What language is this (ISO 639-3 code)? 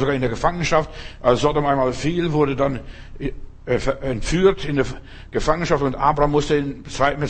deu